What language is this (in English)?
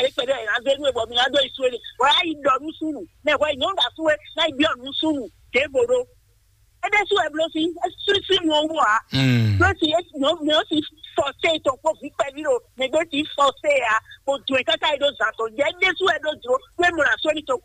Fon